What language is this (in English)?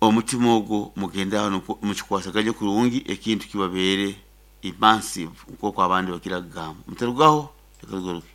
Nyoro